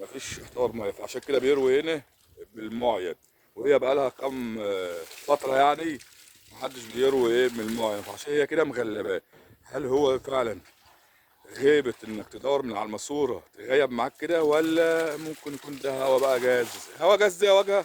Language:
Egyptian Arabic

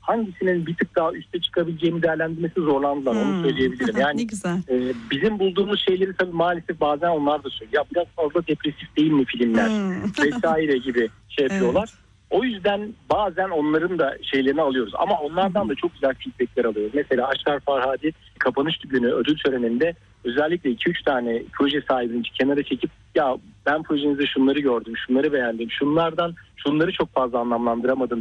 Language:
Turkish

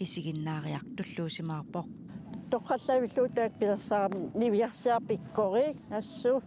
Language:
Kalaallisut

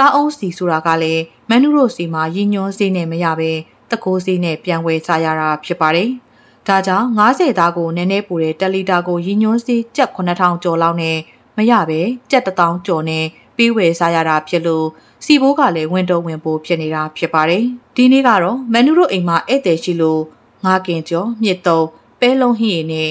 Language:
Burmese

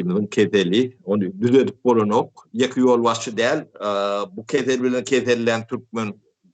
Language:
Turkmen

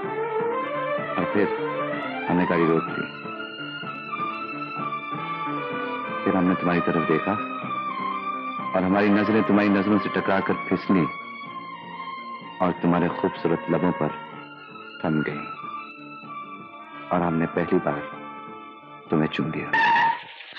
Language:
Hindi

